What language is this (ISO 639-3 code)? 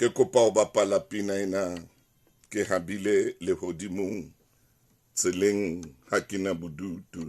sot